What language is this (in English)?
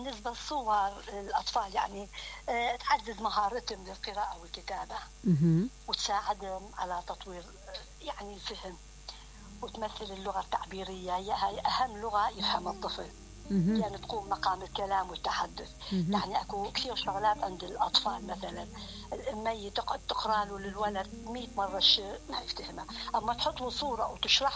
Mesopotamian Arabic